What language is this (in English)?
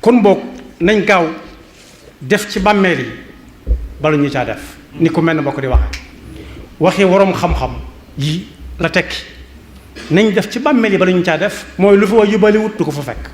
Wolof